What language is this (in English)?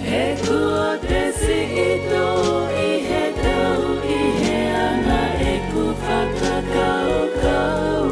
Tongan